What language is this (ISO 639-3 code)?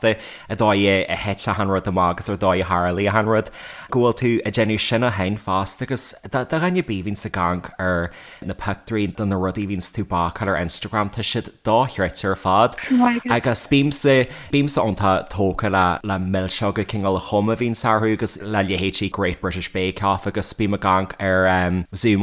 gle